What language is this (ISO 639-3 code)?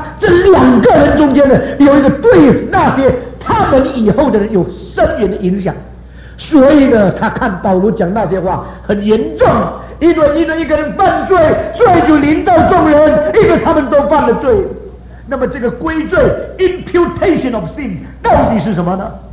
zho